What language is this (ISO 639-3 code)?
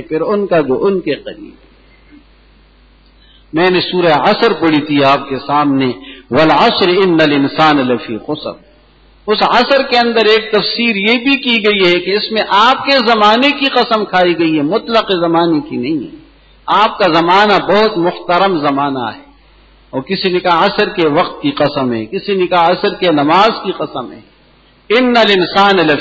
urd